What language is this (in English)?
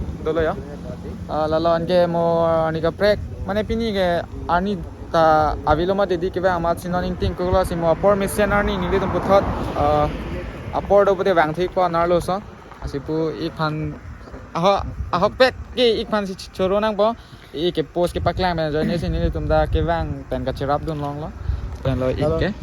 Karbi